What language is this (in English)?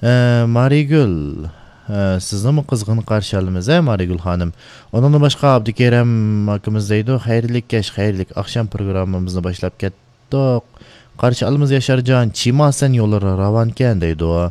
Uyghur